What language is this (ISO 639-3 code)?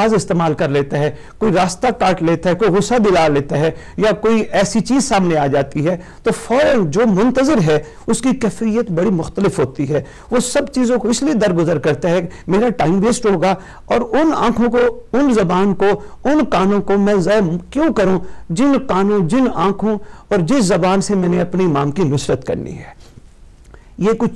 urd